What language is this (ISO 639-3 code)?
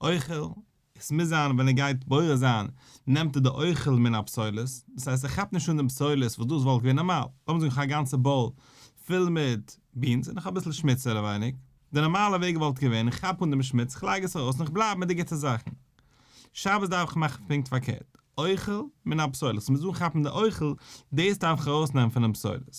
yid